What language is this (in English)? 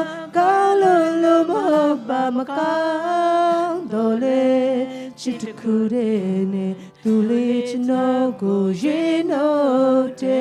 Falam Chin